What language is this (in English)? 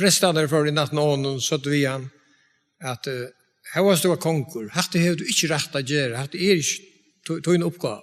Faroese